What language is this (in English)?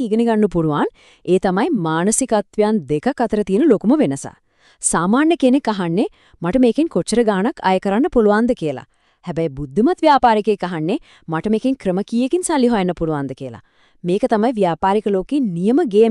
Sinhala